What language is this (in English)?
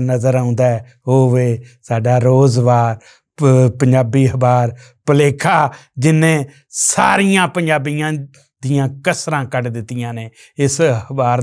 Western Panjabi